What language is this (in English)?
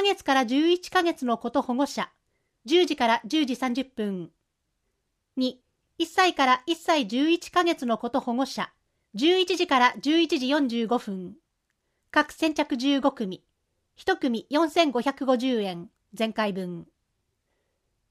Japanese